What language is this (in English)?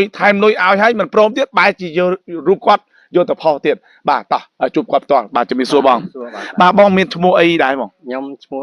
Khmer